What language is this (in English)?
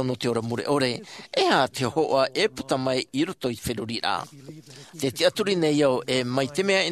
Tahitian